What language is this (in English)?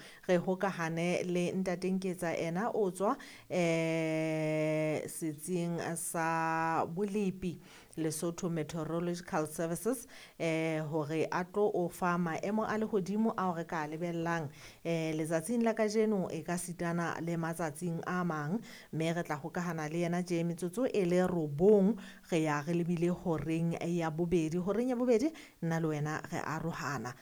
Southern Sotho